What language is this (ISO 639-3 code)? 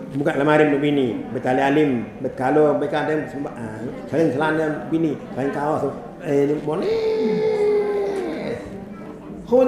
sas